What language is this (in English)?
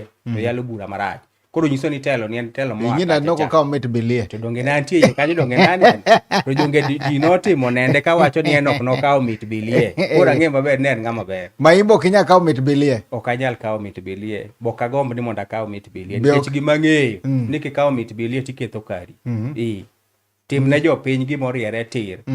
Luo (Kenya and Tanzania)